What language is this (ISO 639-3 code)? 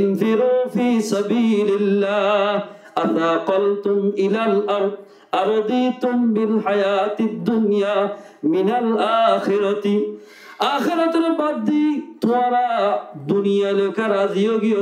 rhg